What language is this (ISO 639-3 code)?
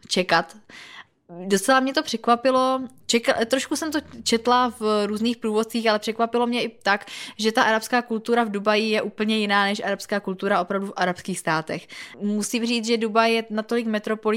ces